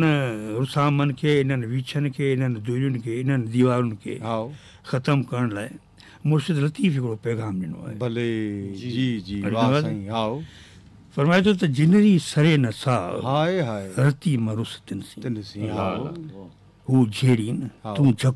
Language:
Sindhi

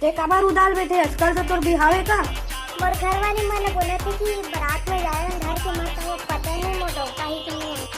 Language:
Chhattisgarhi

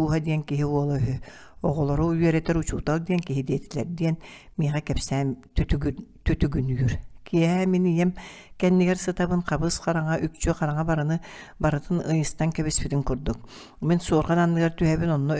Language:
Yakut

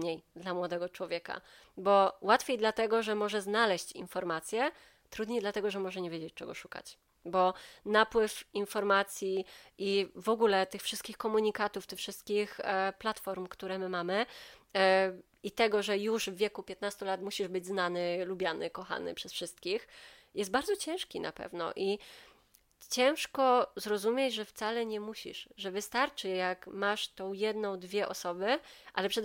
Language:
Polish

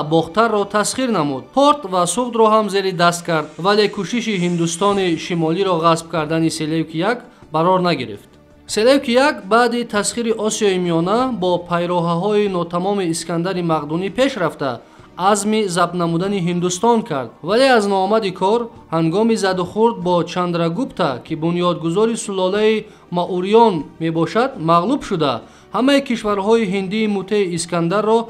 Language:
Tajik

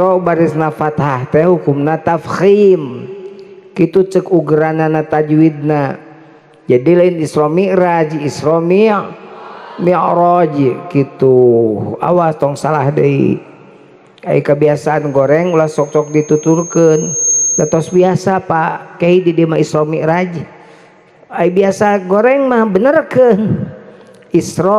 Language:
Sundanese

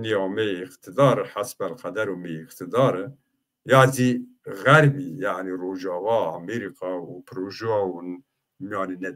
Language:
Zaza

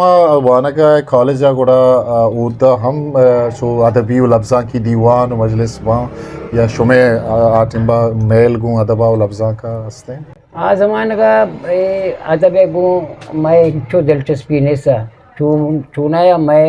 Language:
Eastern Balochi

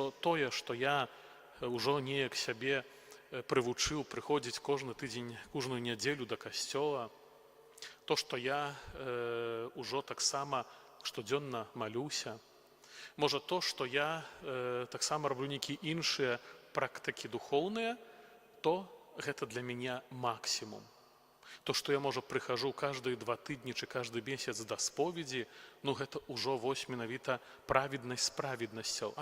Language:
Belarusian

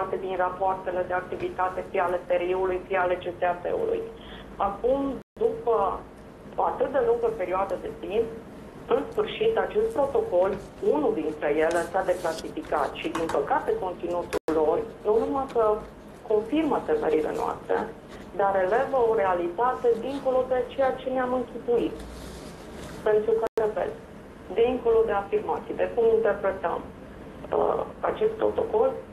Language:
Romanian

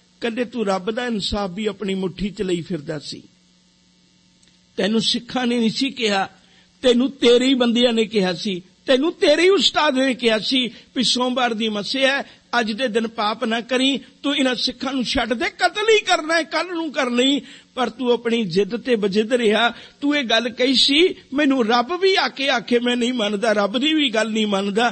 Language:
Punjabi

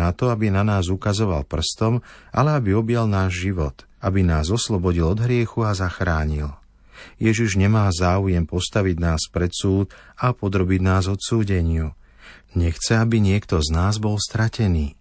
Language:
Slovak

